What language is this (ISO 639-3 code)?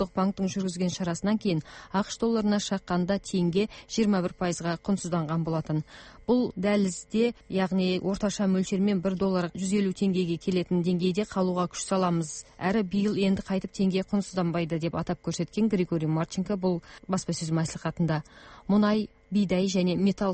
kaz